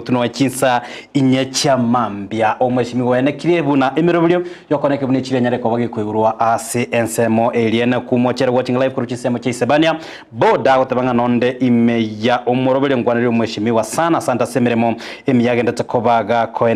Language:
Gusii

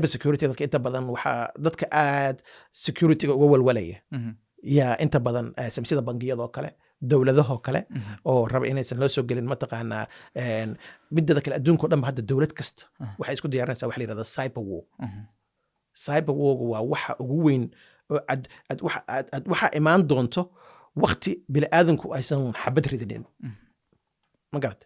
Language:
Somali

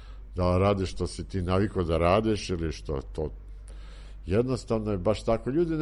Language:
Serbian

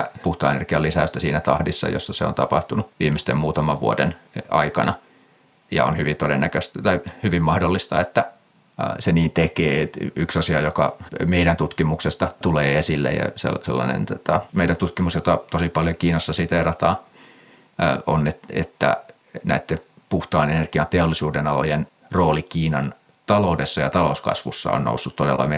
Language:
Finnish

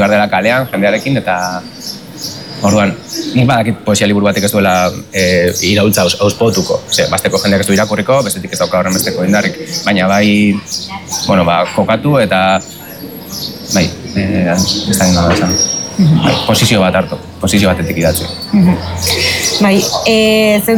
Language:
Basque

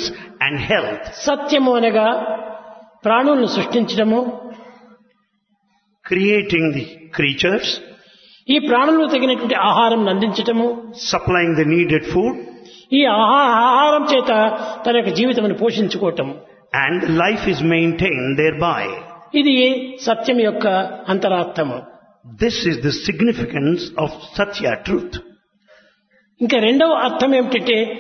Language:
Telugu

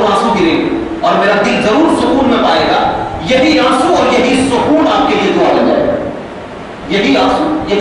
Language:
Urdu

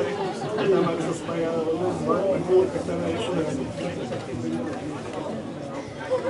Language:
Slovak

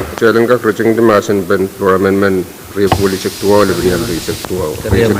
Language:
Pohnpeian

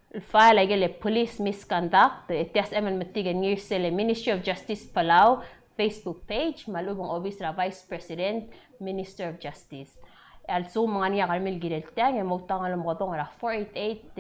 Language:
Palauan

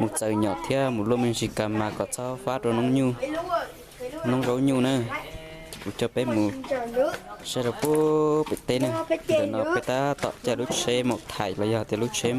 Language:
Hmong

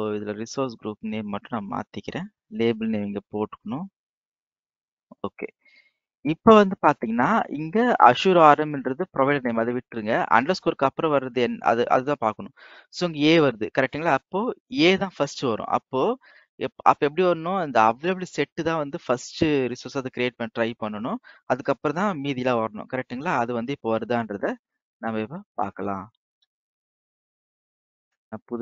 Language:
Tamil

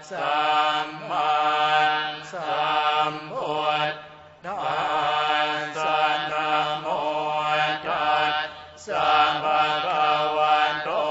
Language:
Pali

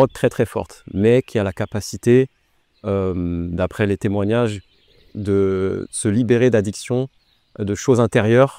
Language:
French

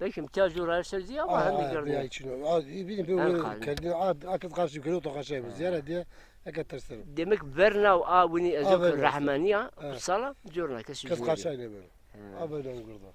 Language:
Zaza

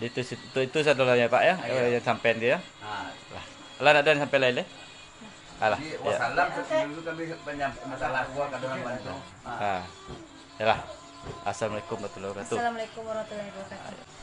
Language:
Minangkabau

